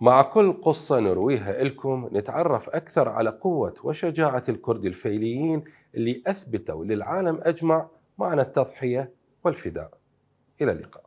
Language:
Mesopotamian Arabic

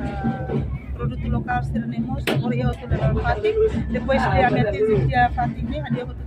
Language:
Tetum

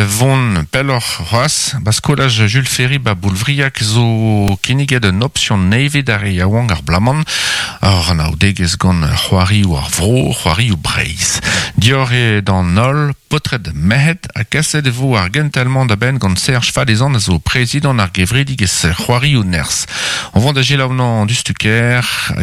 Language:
Breton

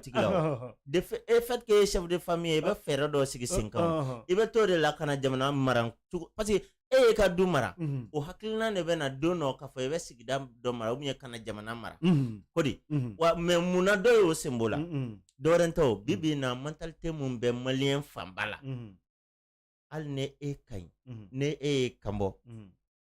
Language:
Bambara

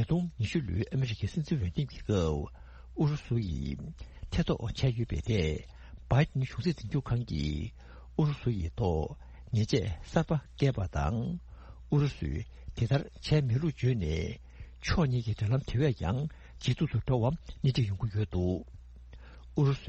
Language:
Tibetan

